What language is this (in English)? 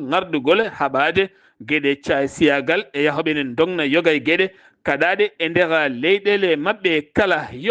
Fula